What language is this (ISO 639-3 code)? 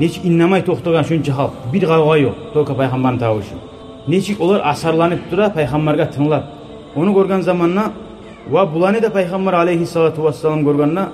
kum